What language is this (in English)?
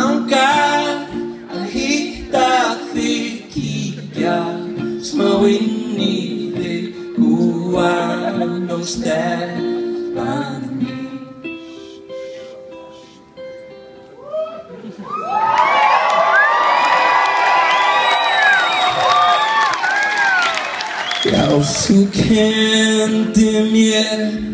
Icelandic